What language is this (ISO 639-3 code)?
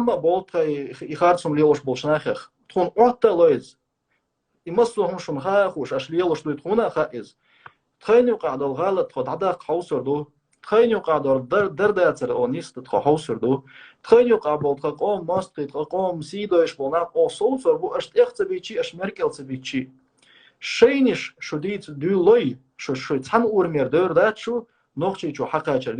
che